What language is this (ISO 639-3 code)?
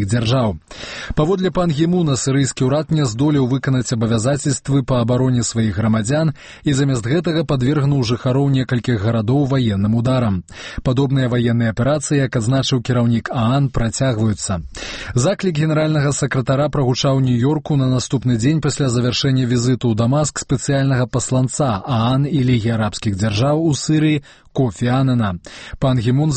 bel